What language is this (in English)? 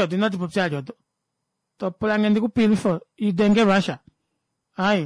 Kuanyama